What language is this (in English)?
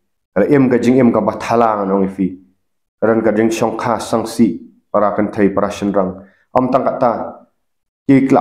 Khasi